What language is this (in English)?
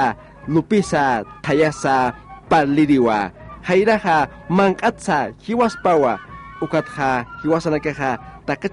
Aymara